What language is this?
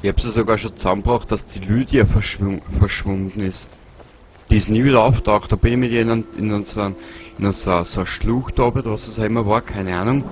Bavarian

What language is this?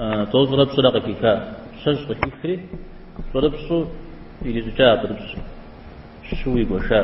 Kabardian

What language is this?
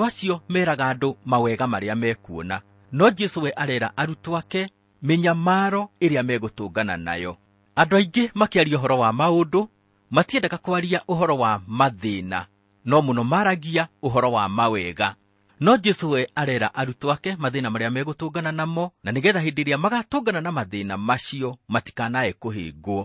Kikuyu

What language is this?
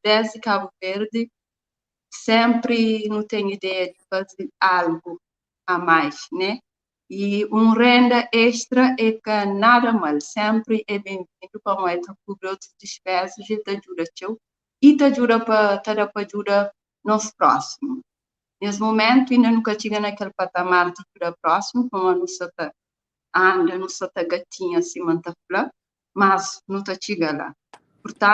Kabuverdianu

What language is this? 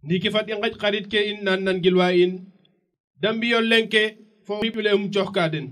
Serer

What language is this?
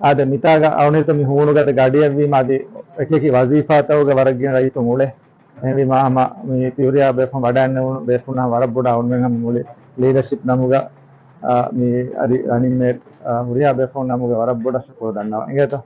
Divehi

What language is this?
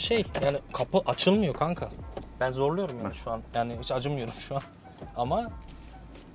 Turkish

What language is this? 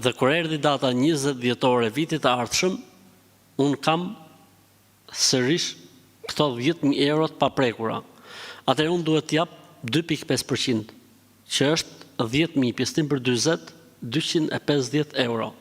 Albanian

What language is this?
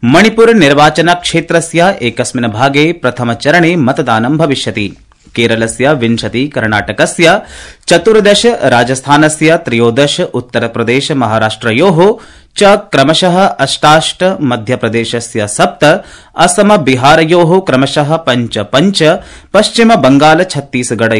Sanskrit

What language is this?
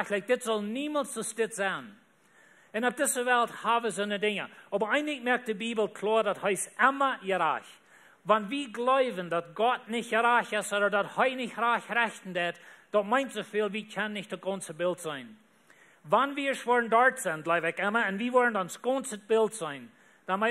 Plautdietsch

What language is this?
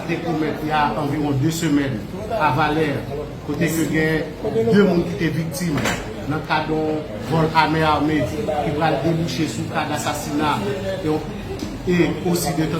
Haitian Creole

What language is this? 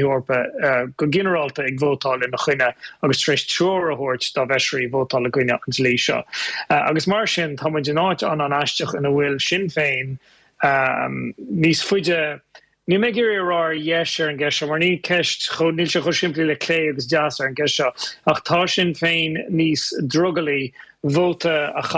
Irish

